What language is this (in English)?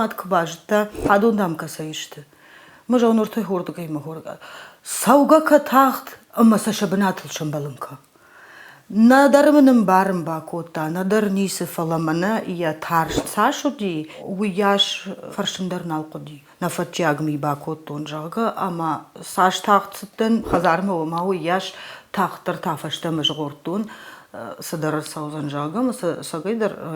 Ossetic